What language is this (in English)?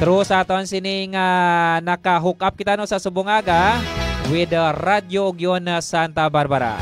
Hiligaynon